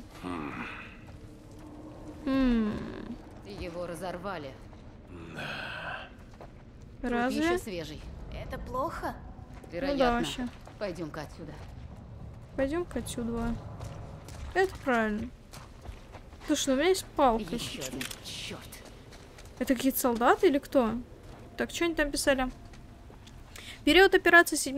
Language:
Russian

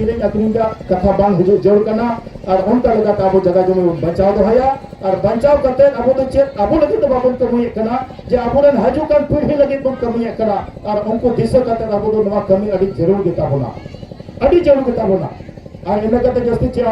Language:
Santali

